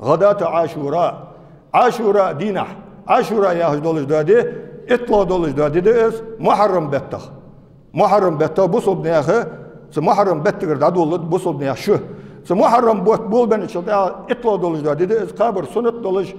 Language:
Ingush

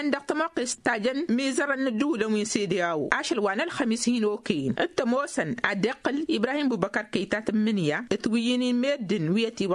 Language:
Tamasheq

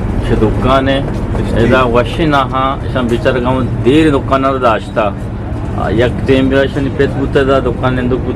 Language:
Eastern Balochi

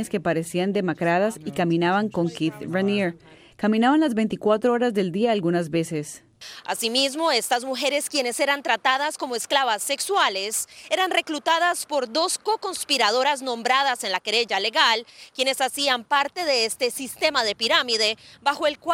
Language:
Spanish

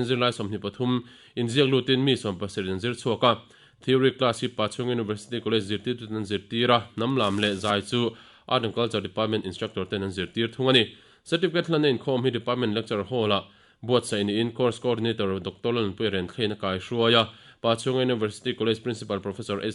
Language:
Mizo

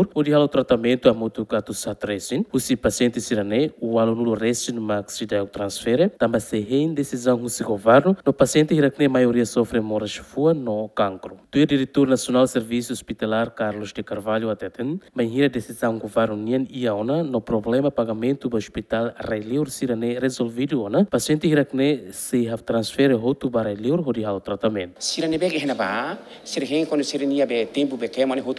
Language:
Tetum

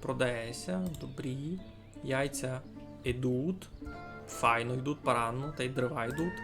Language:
Rusyn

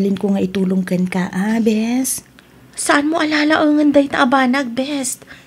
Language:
Iloko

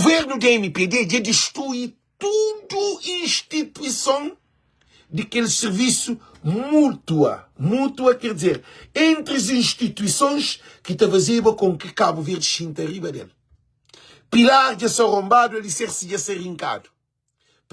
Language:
Kabuverdianu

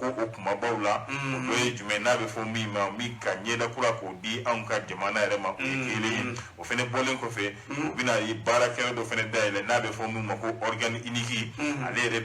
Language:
Bambara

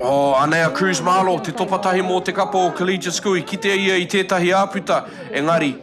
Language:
Māori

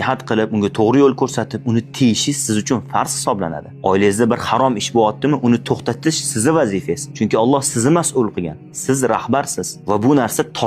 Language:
Uzbek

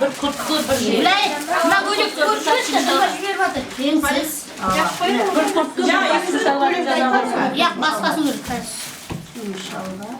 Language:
Kara-Kalpak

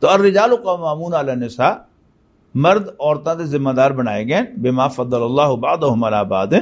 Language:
Western Panjabi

